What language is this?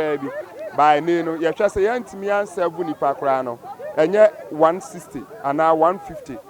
Akan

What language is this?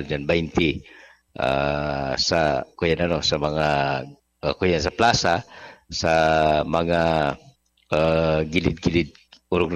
Bikol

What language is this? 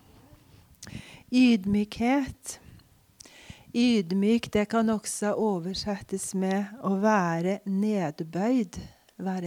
Norwegian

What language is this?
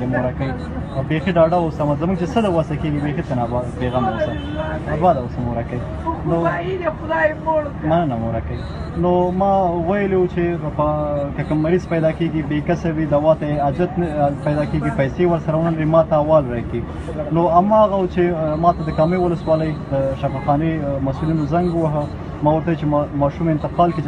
Pashto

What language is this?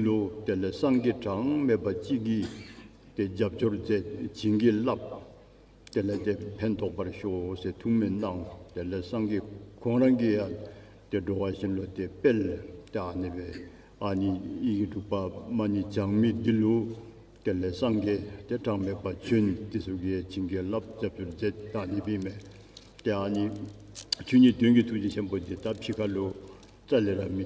Dzongkha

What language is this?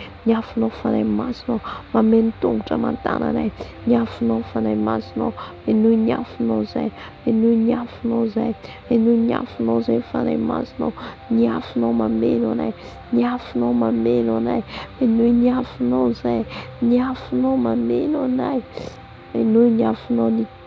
Malagasy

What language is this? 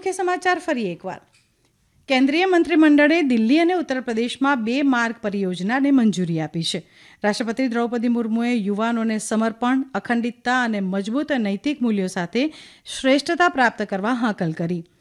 Gujarati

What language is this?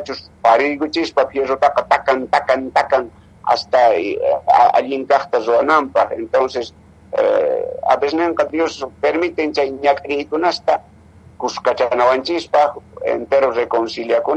Quechua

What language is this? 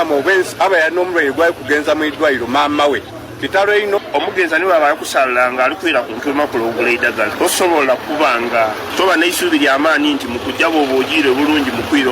Ganda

